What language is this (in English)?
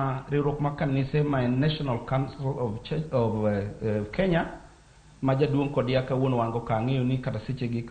Luo (Kenya and Tanzania)